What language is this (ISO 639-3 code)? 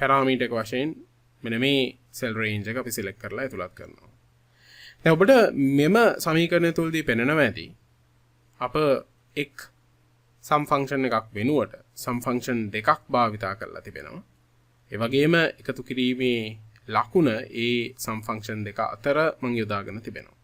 sin